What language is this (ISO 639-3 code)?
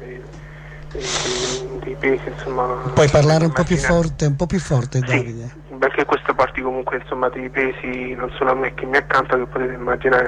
ita